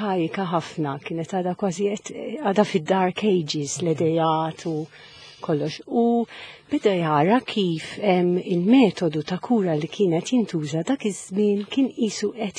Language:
Maltese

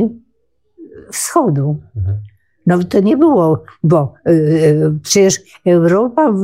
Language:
Polish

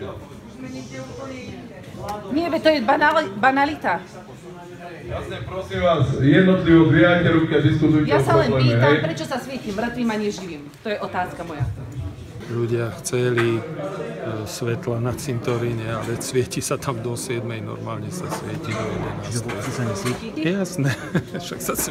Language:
Slovak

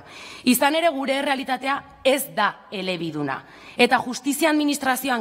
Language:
Basque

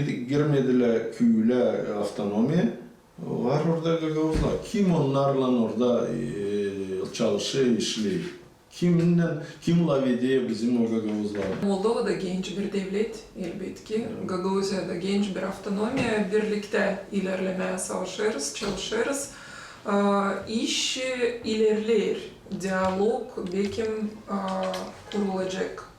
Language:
Gagauz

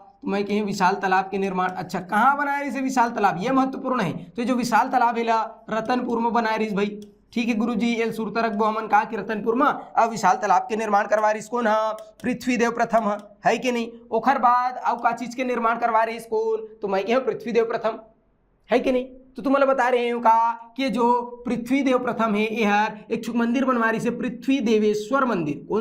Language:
Chhattisgarhi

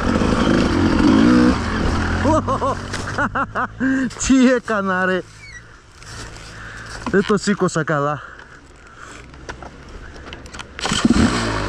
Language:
Greek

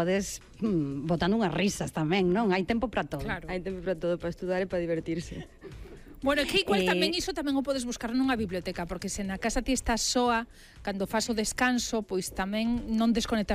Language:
Galician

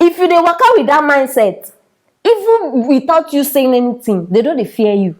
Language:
Nigerian Pidgin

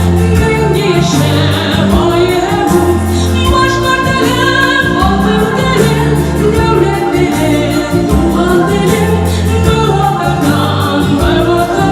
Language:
Bashkir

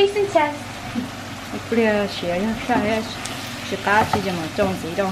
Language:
Hmong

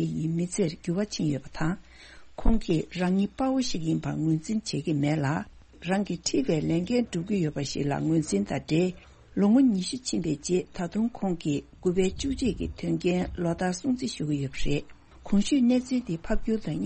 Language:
Tibetan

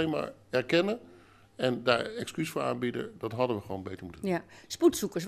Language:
Dutch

